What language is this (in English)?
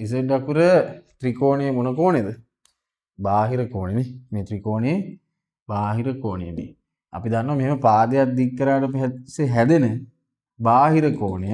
Sinhala